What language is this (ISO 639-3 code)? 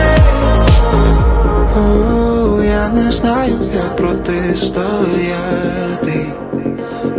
ukr